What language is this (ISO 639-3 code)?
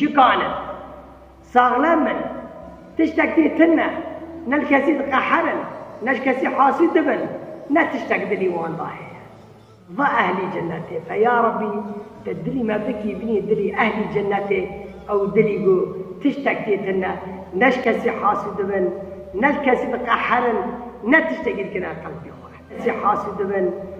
kur